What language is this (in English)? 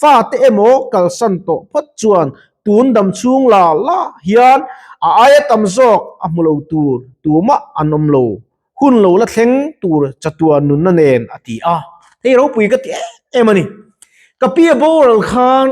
Mizo